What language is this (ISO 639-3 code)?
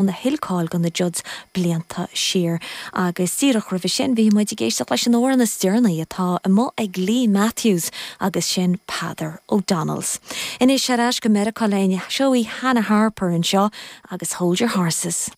gle